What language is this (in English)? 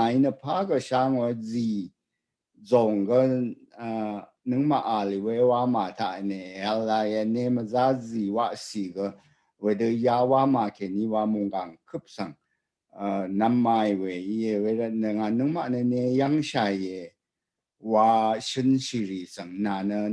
Rawang